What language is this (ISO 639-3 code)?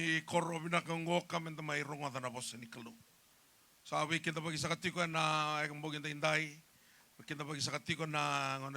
fij